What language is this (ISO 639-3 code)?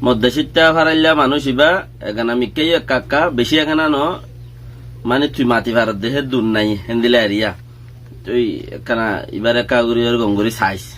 rhg